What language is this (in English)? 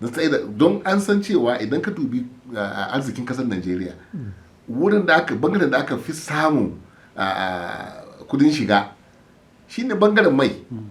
Hausa